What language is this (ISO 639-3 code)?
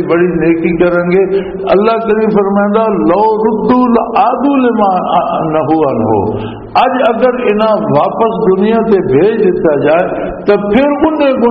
lah